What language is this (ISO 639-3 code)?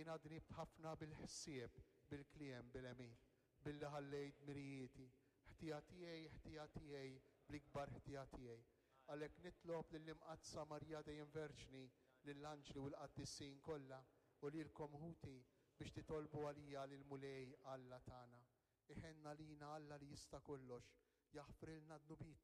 mlt